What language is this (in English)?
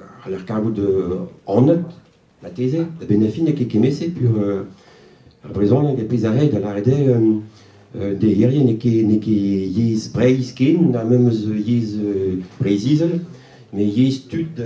Breton